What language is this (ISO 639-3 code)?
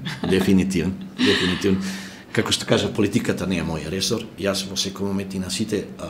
mkd